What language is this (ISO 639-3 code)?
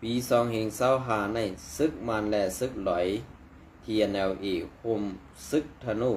shn